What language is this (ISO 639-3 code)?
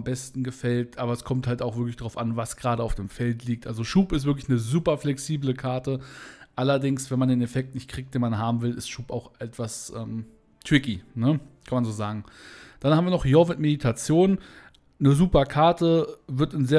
deu